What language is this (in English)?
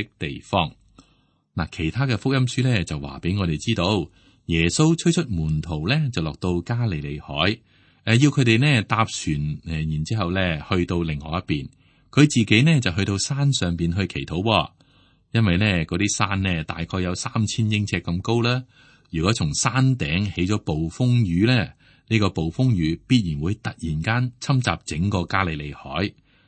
Cantonese